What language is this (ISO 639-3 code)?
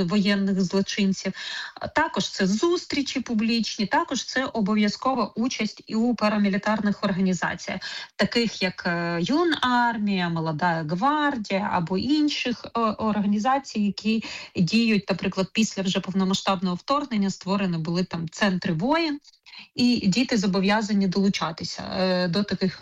ukr